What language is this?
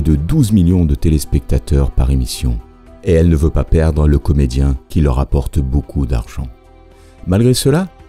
French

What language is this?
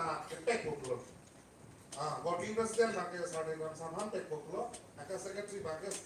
Karbi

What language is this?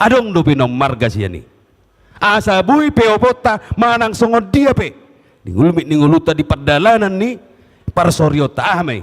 Batak Toba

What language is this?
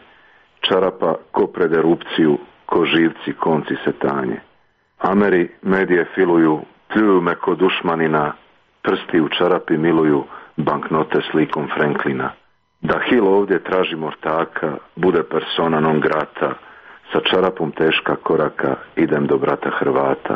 Serbian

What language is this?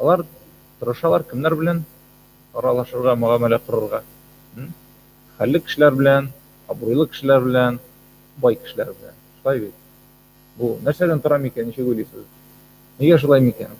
Tatar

